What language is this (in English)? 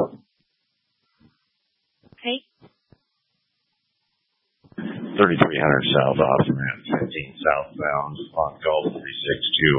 English